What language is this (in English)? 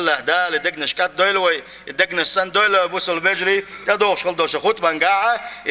Chechen